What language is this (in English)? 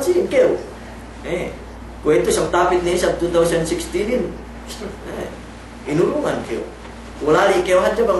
Yakan